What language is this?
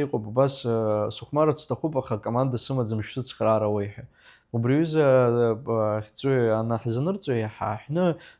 Abkhazian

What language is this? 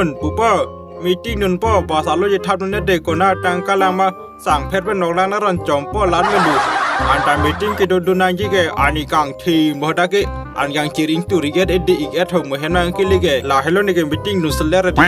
Karbi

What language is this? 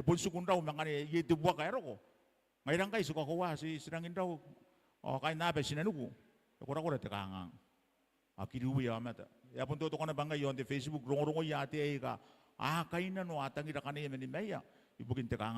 Gilbertese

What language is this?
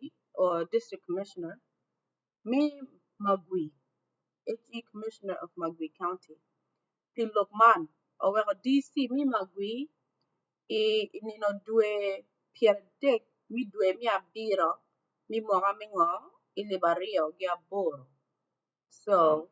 Acoli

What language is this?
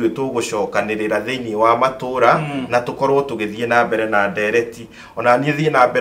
Kikuyu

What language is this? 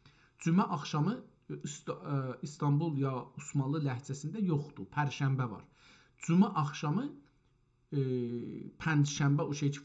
South Azerbaijani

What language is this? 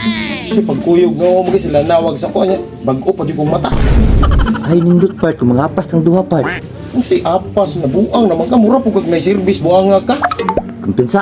Cebuano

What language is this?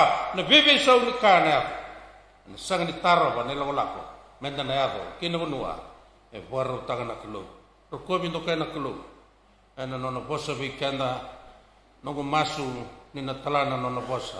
Fijian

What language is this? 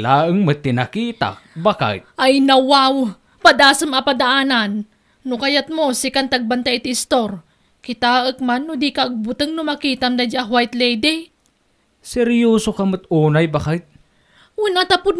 Iloko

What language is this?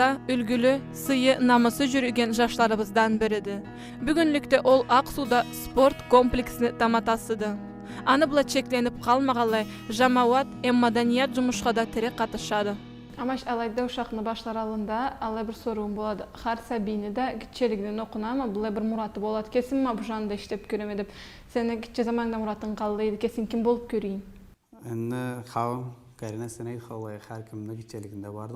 Karachay-Balkar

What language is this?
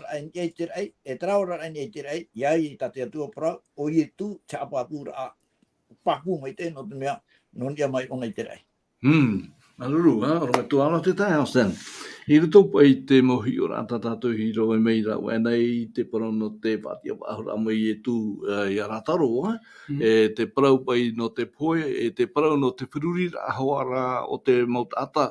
Tahitian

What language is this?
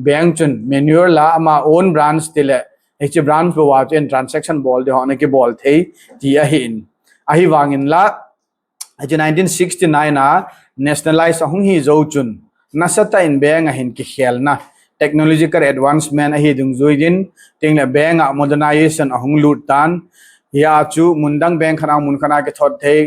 Thado Chin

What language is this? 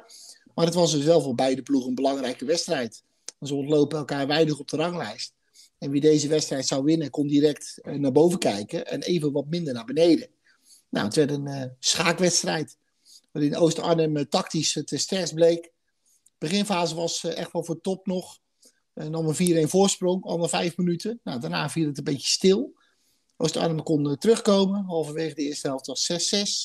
Dutch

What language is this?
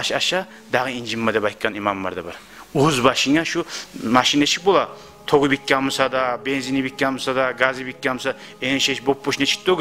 Kumyk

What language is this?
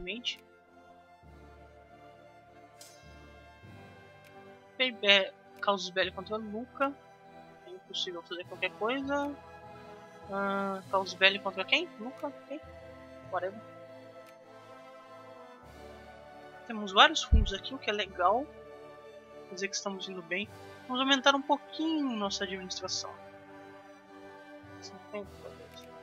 Portuguese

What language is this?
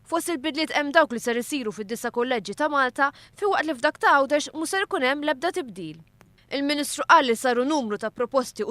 Maltese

